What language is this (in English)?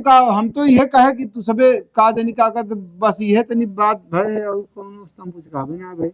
Awadhi